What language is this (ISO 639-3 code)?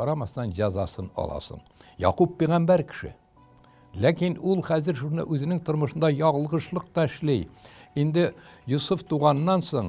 tat